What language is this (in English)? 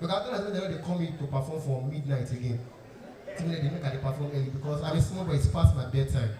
Nigerian Pidgin